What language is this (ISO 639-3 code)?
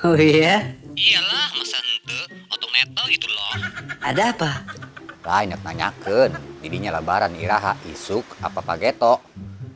sun